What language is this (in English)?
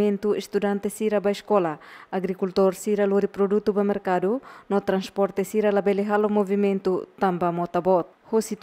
Tetum